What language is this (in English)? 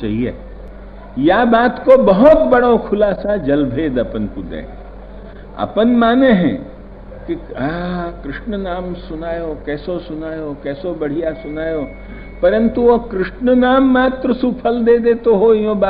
Braj